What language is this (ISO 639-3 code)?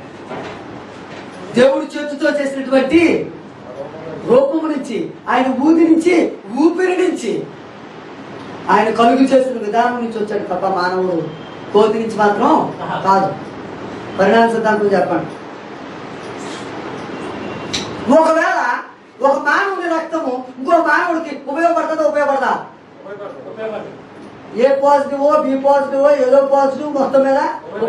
tel